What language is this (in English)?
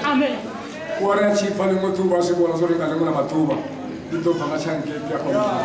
Venda